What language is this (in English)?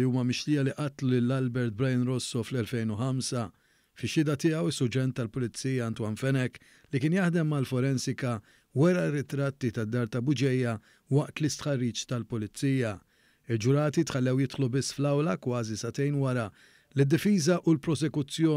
Maltese